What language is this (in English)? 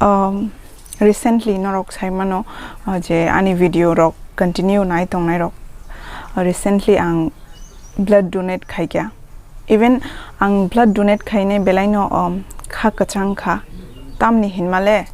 Kok Borok